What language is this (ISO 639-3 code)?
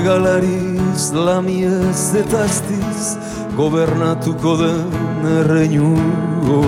eus